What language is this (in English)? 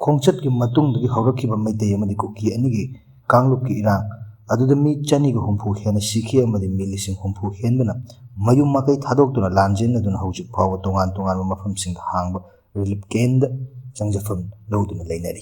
Manipuri